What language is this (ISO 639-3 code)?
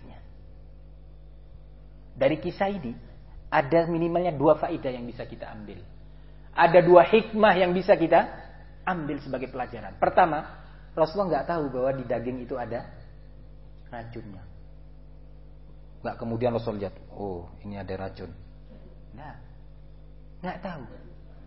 ind